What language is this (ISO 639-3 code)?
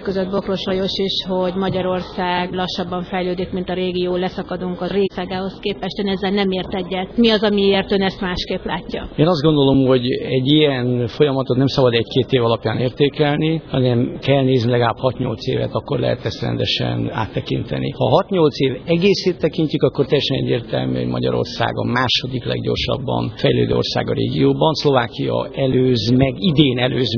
hun